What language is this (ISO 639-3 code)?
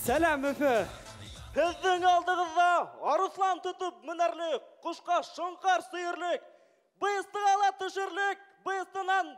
bak